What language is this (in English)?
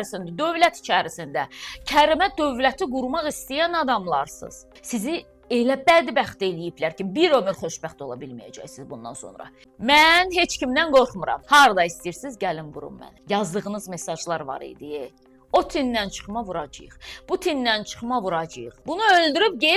Azerbaijani